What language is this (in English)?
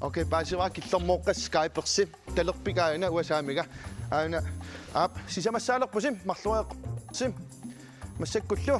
Kalaallisut